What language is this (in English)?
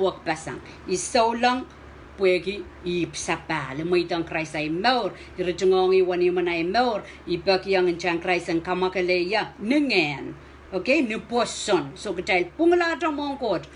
Pohnpeian